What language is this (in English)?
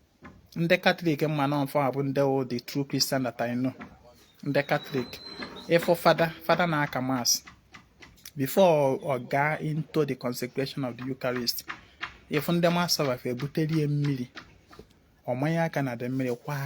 Igbo